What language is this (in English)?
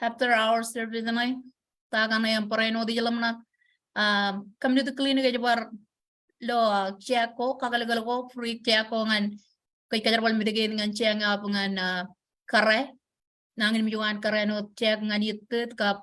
Marshallese